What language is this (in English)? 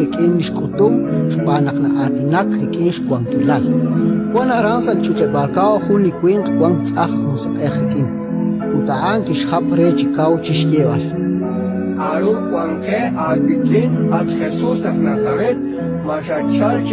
Kekchí